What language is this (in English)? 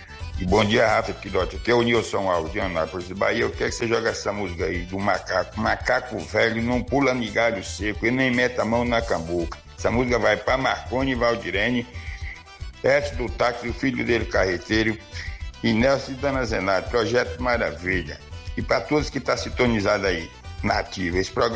Portuguese